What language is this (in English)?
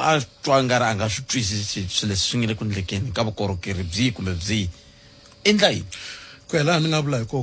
Tsonga